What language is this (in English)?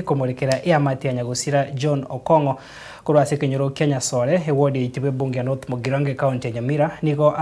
Gusii